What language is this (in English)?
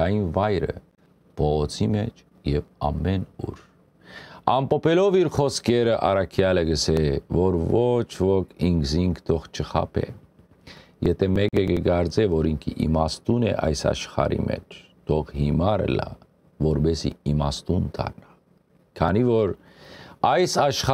Western Armenian